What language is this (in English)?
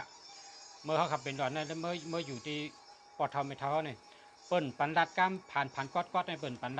Shan